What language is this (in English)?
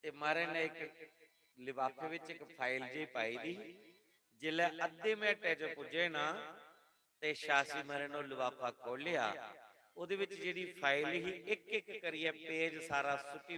Dogri